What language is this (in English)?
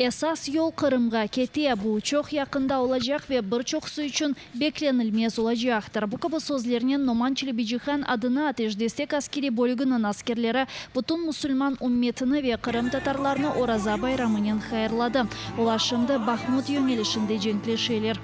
Crimean Tatar